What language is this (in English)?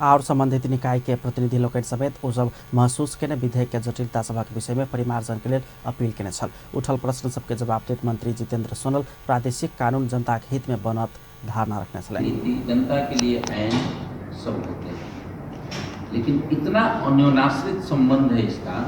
Maithili